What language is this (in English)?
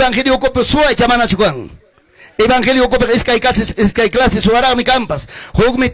Ayacucho Quechua